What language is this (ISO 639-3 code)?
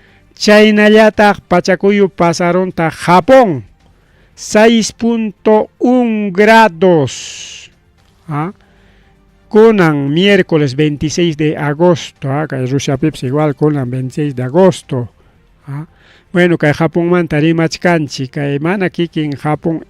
quy